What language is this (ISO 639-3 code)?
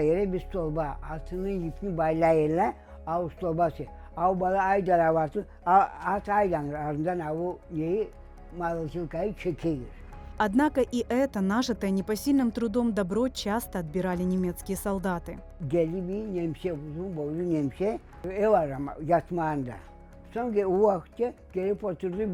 crh